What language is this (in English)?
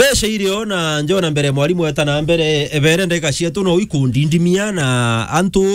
Meru